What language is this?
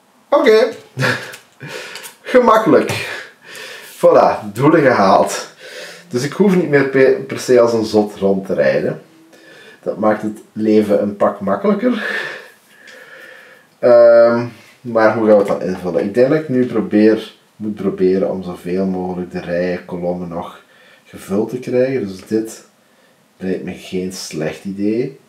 Dutch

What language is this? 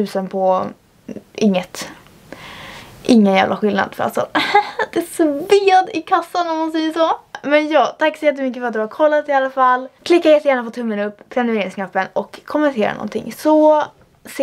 Swedish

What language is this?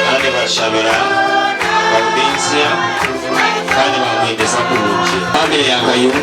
Nyankole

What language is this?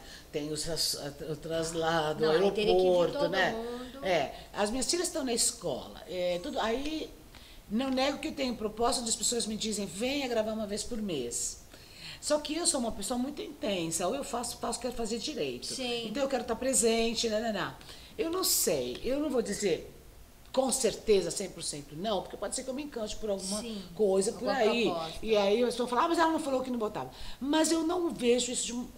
Portuguese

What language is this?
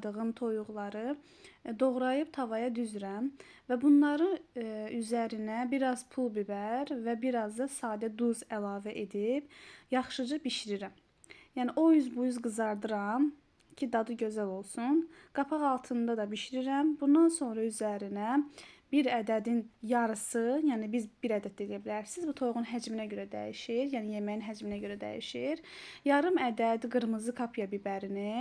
Azerbaijani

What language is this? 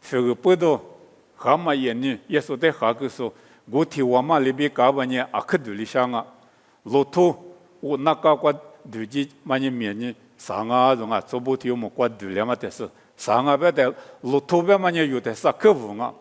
Lisu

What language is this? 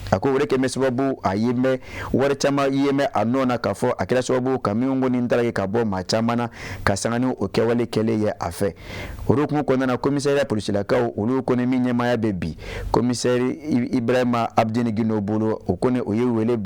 Bambara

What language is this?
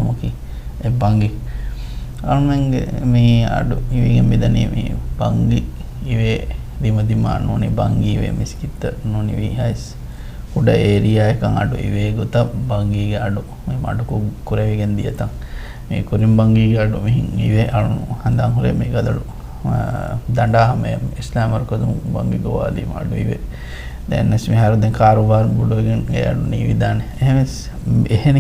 Divehi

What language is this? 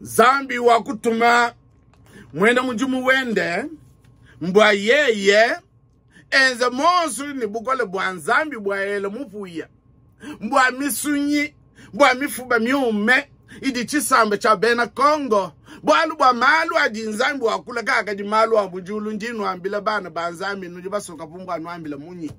Luba-Lulua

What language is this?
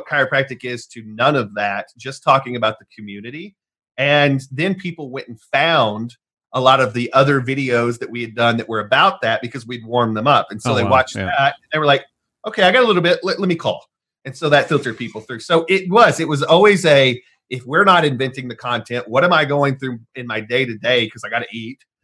English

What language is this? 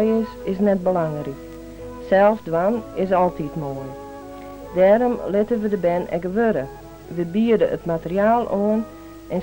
Western Frisian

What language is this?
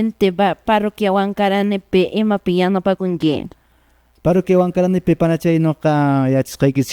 Quechua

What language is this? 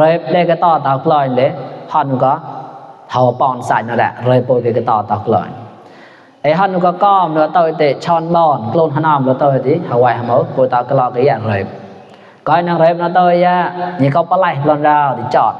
Mon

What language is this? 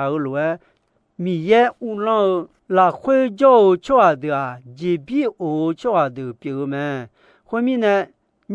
Akha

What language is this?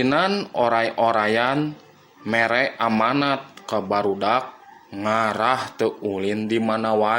Sundanese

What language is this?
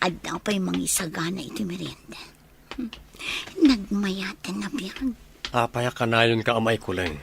Iloko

